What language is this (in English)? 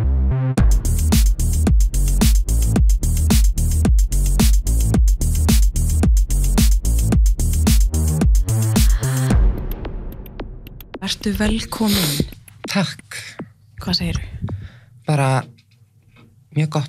Icelandic